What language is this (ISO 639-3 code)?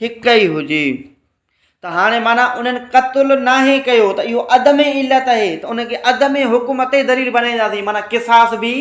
snd